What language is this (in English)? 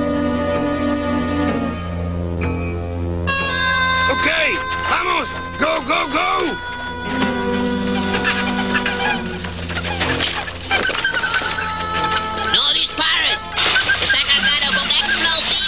Spanish